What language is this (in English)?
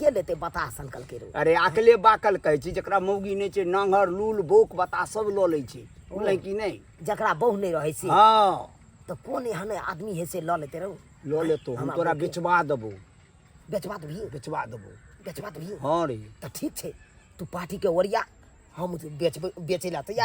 Maithili